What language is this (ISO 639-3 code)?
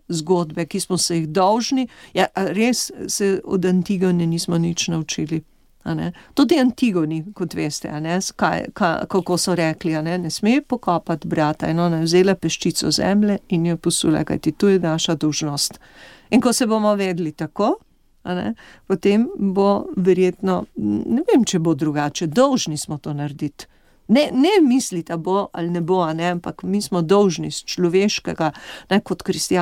slv